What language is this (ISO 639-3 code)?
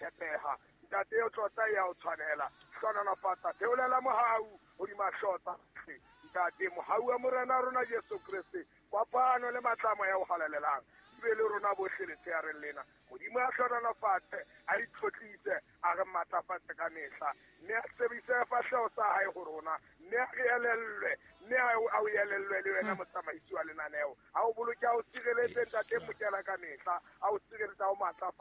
sot